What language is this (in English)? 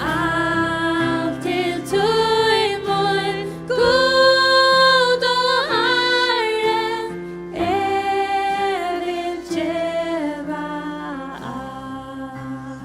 Faroese